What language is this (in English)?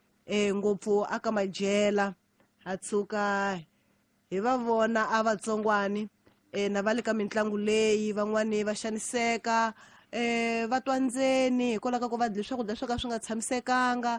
Tsonga